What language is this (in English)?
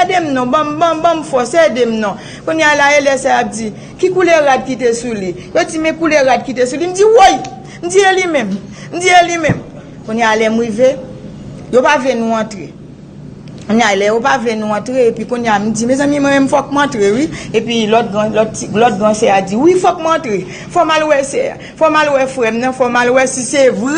Haitian Creole